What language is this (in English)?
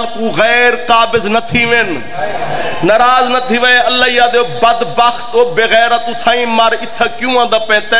Saraiki